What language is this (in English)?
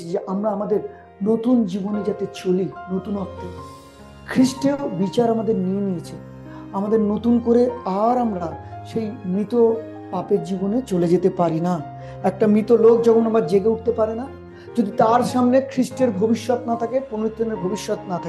Bangla